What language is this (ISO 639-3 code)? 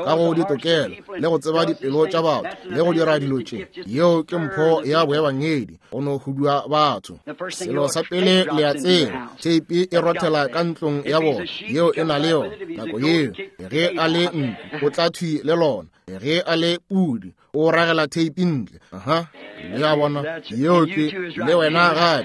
nso